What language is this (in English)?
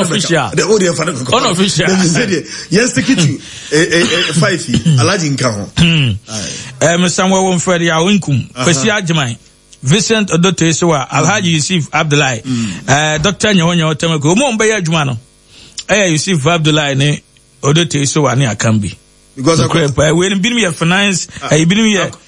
Akan